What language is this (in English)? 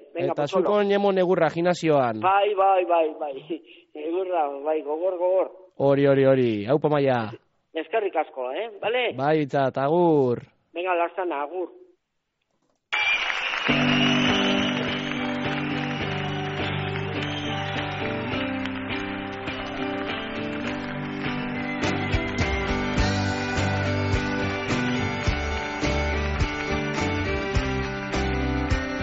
Basque